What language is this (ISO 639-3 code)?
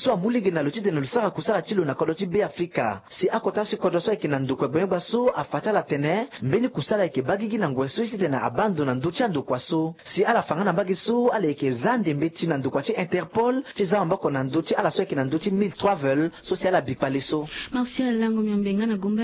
sag